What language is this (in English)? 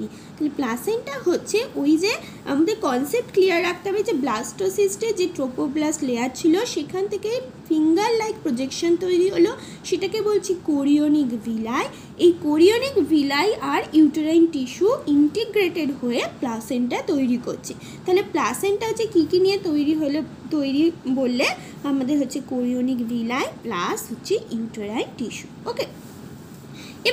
Bangla